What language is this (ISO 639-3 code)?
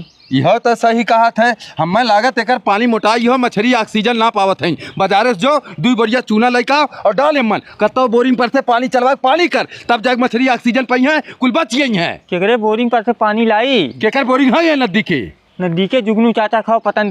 bho